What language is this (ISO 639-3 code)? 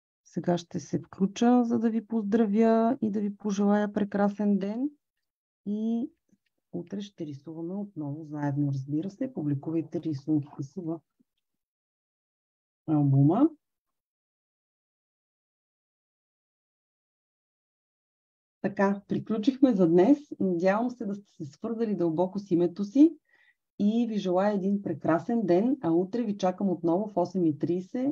bul